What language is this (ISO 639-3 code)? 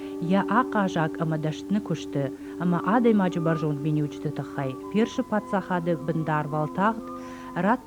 oss